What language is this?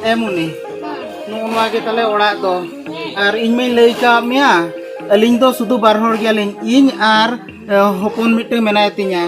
Santali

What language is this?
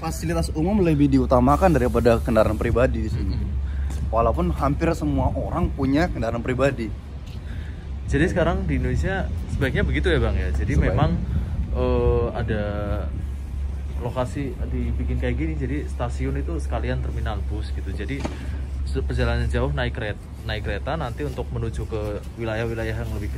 Indonesian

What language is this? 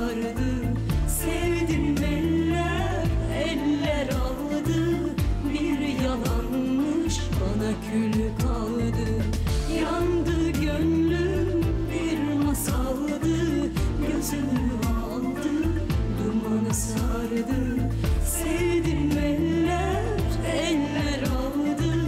Turkish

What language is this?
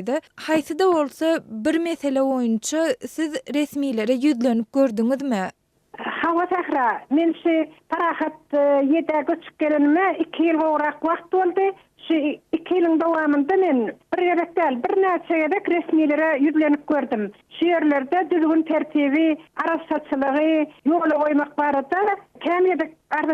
Turkmen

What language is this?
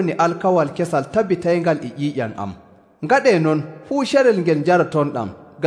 Nigerian Fulfulde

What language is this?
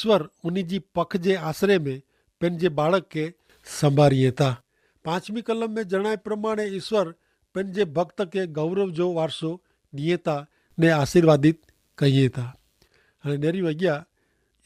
Kachhi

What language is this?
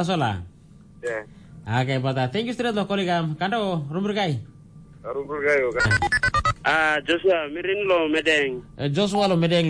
Tok Pisin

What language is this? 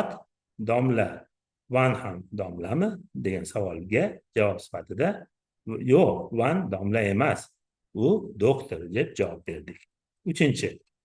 Uzbek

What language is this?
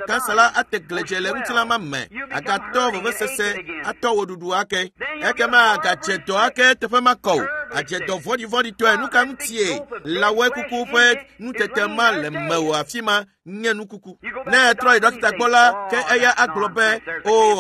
Ewe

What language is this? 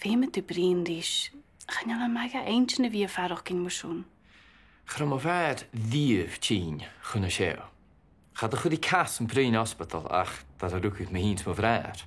Scottish Gaelic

